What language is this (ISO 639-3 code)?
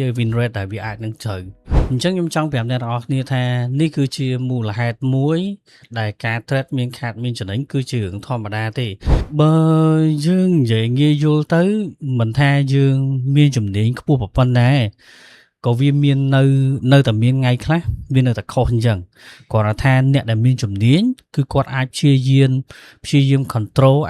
khm